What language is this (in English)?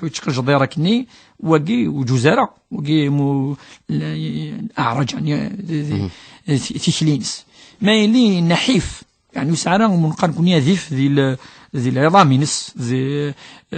Kabyle